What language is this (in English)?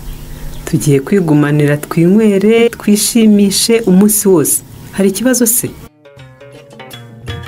Kinyarwanda